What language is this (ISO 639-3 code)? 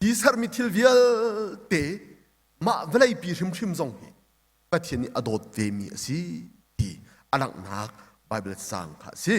cnh